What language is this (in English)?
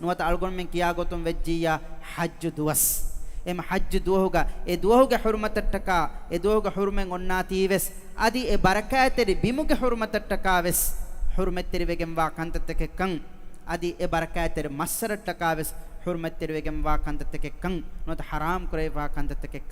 Divehi